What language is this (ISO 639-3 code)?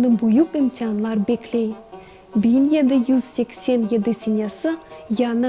crh